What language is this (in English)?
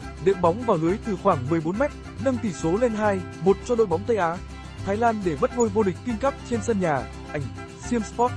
Vietnamese